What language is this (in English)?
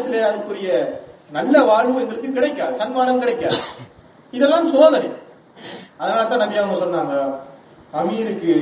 Tamil